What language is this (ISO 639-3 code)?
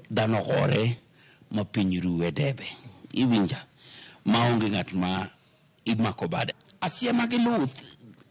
luo